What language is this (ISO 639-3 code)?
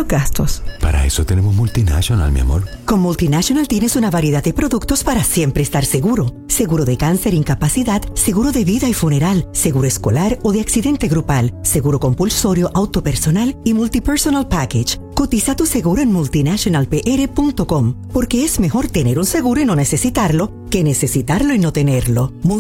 spa